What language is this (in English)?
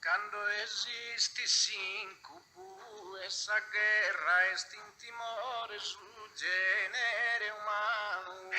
Sardinian